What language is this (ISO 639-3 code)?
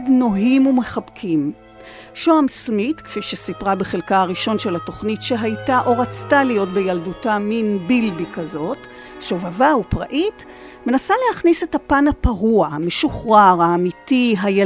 heb